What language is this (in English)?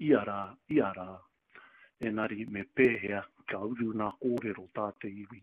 Māori